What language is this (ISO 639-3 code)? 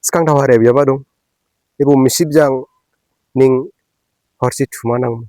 dis